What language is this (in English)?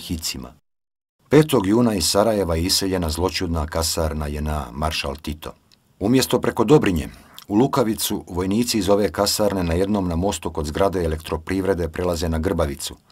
Bosnian